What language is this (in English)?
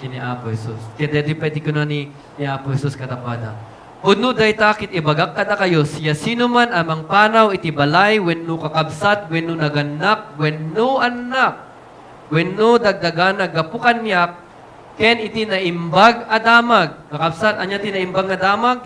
Iloko